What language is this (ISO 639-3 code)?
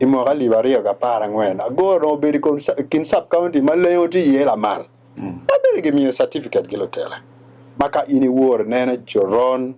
ach